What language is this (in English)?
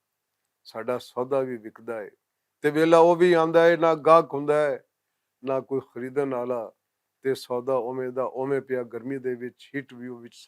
Western Panjabi